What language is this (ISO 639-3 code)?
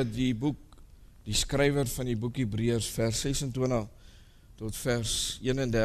afr